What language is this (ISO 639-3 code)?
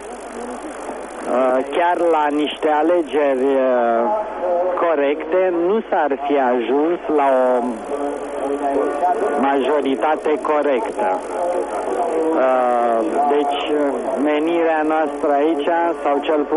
ron